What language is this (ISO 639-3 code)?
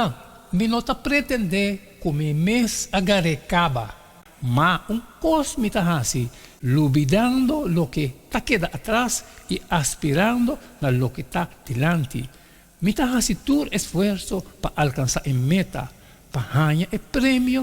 pap